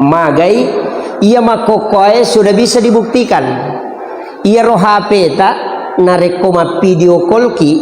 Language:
Buginese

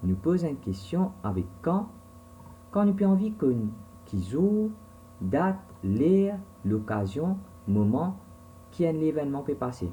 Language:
Morisyen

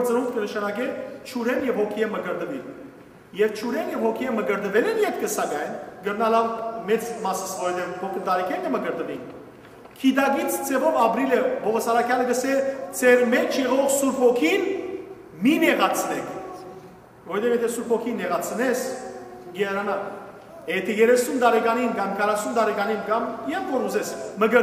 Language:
Western Armenian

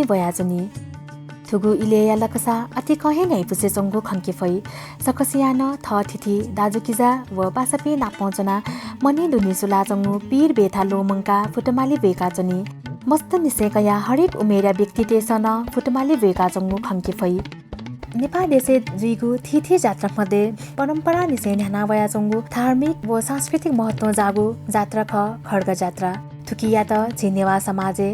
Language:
Newari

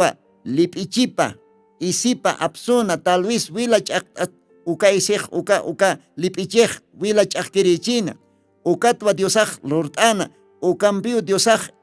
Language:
Aymara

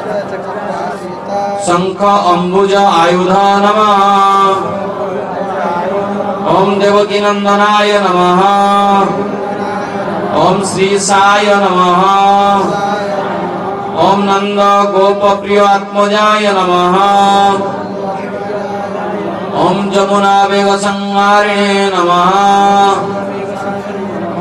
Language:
Odia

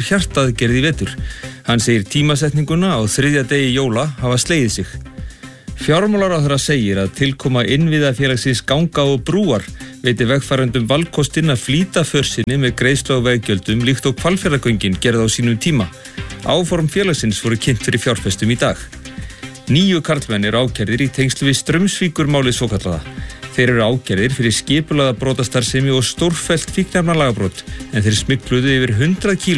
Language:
Icelandic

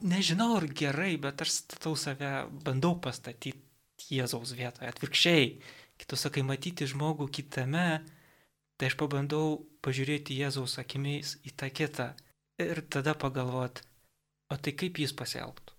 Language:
Lithuanian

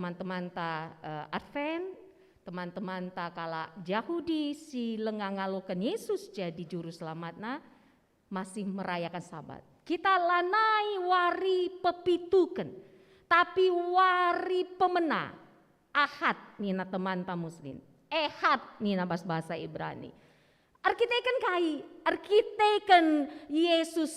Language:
Batak Karo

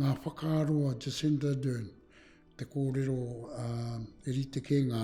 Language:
Māori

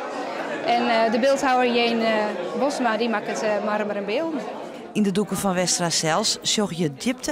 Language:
Western Frisian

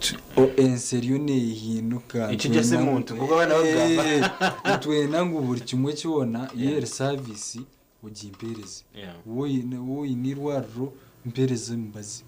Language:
Nyankole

